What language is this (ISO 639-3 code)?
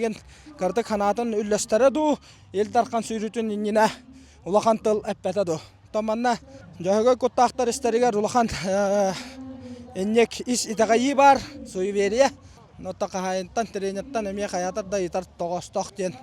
sah